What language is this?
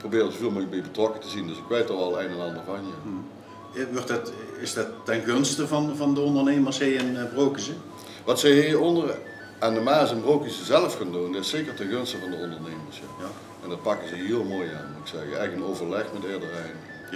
Limburgish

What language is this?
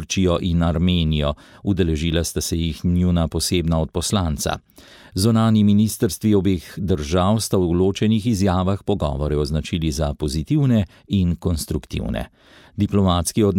Slovenian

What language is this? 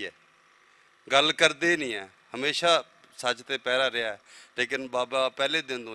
Western Panjabi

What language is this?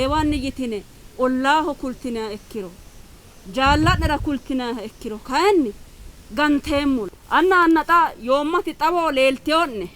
Sidamo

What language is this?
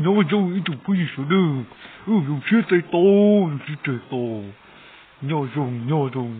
Hmong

